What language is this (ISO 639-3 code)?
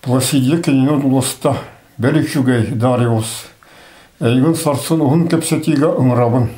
sah